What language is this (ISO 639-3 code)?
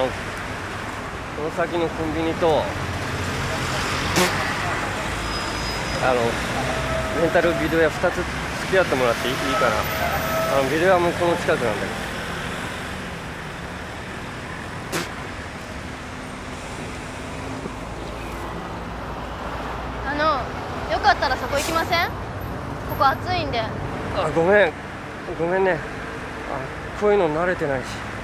jpn